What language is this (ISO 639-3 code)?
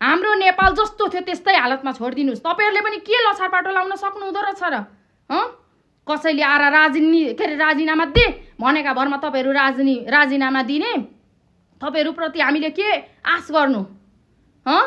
nep